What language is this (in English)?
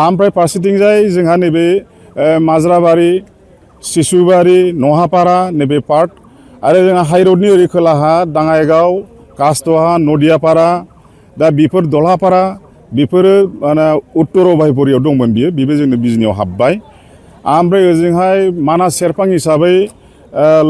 Bodo